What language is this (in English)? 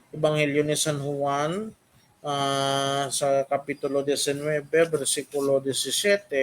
Hiligaynon